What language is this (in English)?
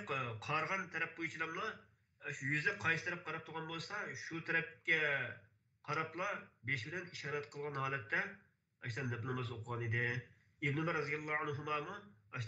Uyghur